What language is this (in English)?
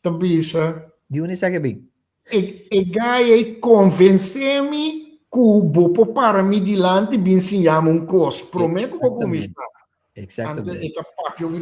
Papiamento